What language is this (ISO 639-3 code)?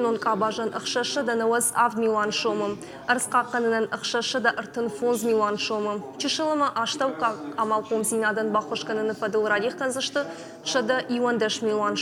oss